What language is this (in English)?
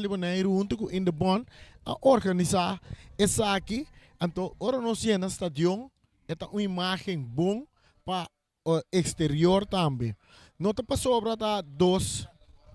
Papiamento